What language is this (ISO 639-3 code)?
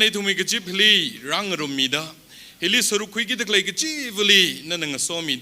nmf